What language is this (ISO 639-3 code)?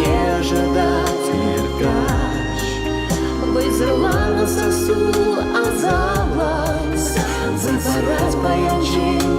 chv